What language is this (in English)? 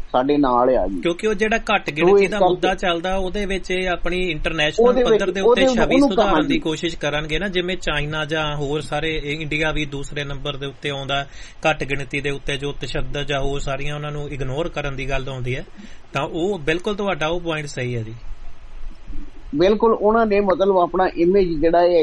Punjabi